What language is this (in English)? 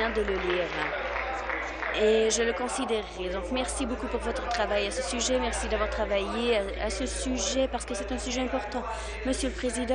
French